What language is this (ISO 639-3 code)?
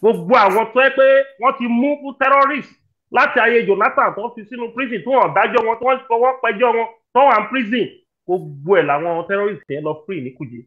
yor